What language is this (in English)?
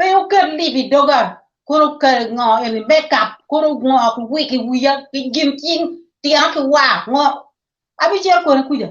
Acoli